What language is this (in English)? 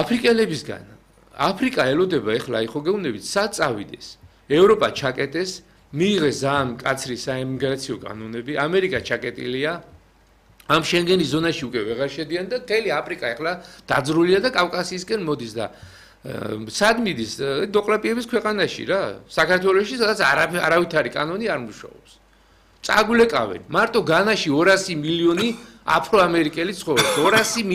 Georgian